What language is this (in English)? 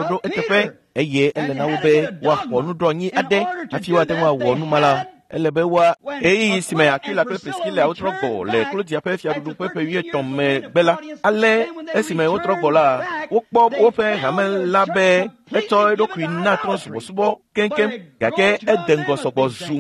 Ewe